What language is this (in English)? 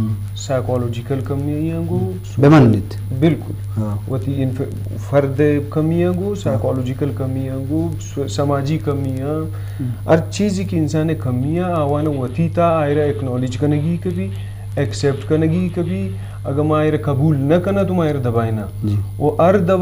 Eastern Balochi